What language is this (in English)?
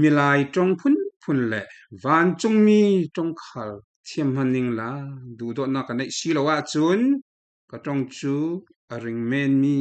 Falam Chin